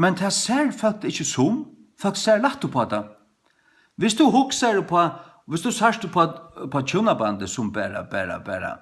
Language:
Faroese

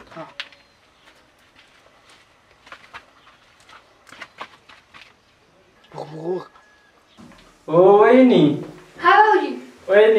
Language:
Marathi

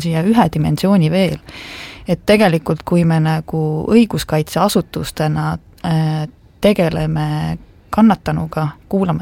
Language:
Estonian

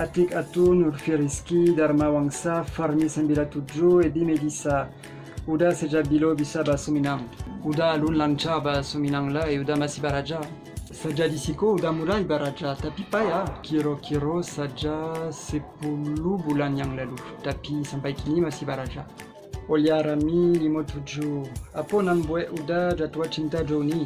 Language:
Minangkabau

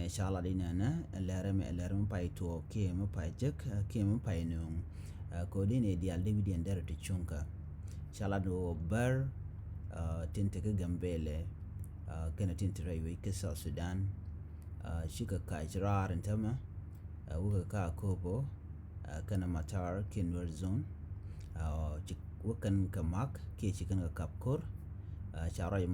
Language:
Nuer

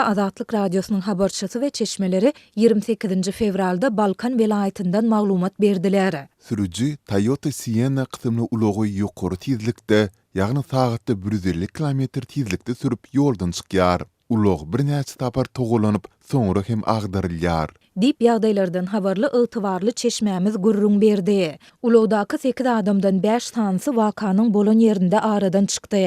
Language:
Turkmen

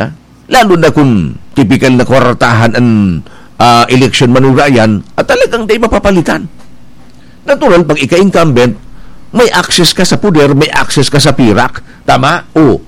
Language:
Bikol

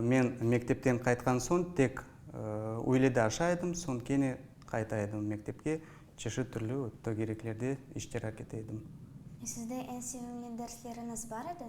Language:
Crimean Tatar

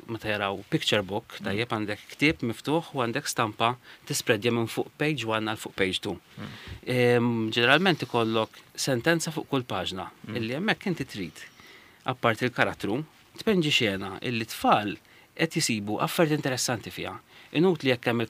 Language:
Maltese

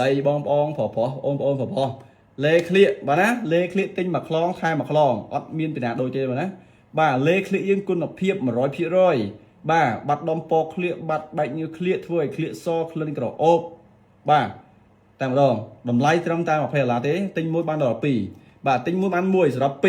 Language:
Khmer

